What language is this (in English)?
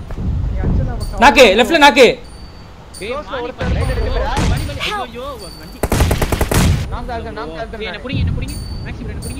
Tamil